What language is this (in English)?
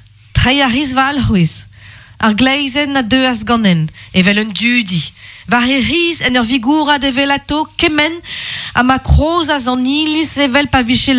Breton